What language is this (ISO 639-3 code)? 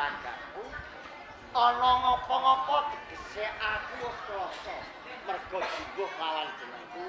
jav